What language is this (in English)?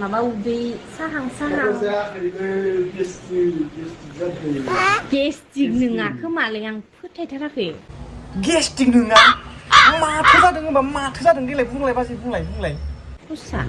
Bodo